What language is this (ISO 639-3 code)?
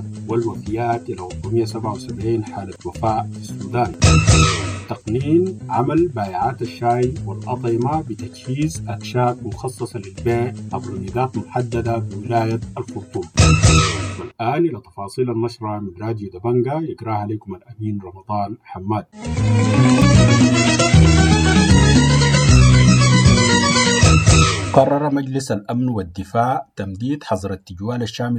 ara